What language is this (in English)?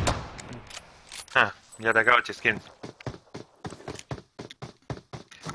Croatian